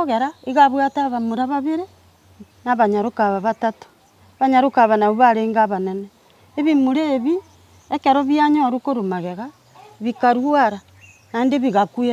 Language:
Gusii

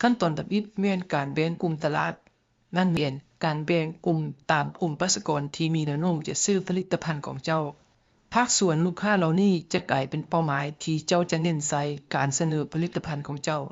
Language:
Lao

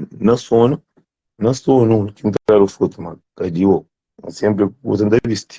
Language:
Kabuverdianu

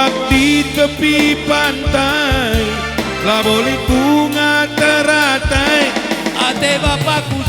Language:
Batak Karo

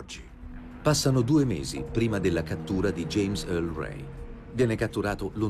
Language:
Italian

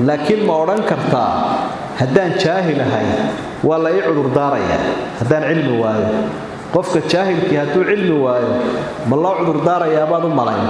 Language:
Somali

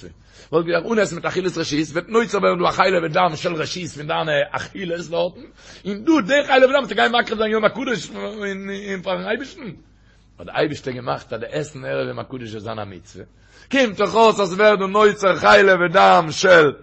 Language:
Yiddish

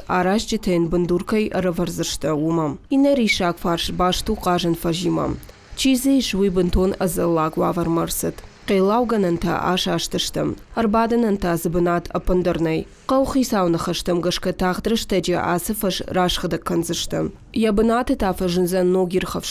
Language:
Ossetic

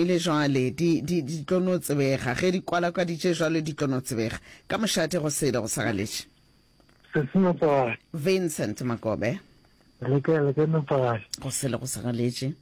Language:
Northern Sotho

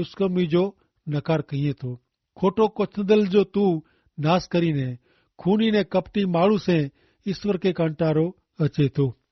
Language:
Kachhi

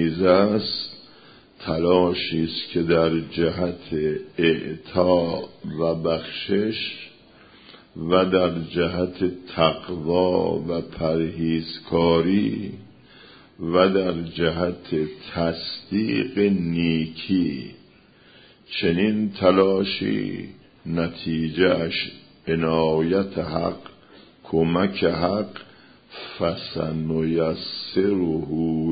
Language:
Persian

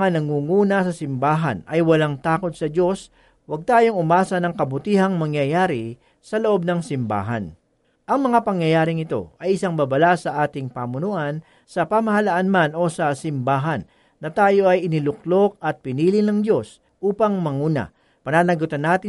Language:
Filipino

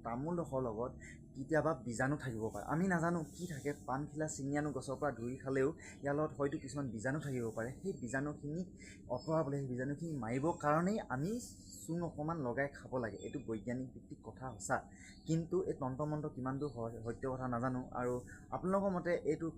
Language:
Assamese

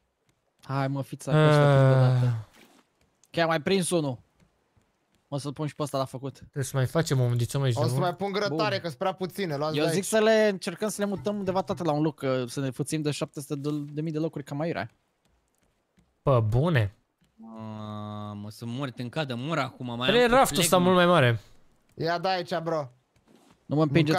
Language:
Romanian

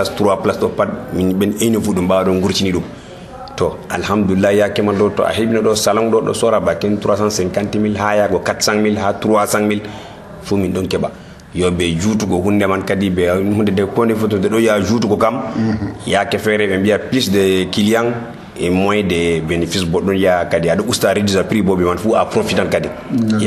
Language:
Nigerian Fulfulde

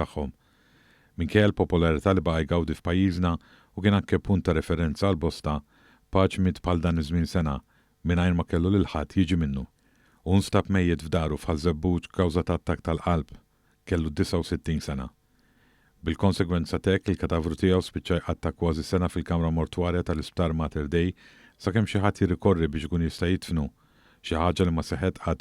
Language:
Maltese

